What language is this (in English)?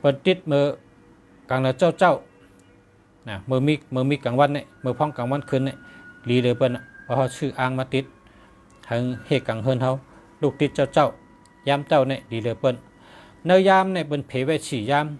Shan